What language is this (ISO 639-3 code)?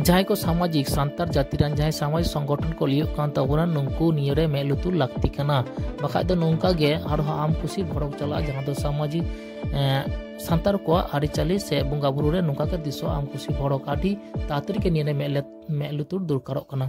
sat